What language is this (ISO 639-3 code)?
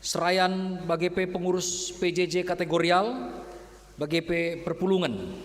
btx